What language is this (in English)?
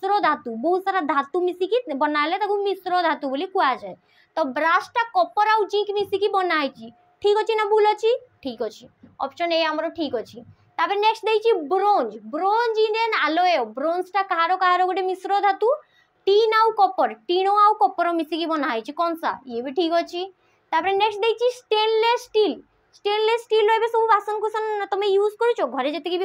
Odia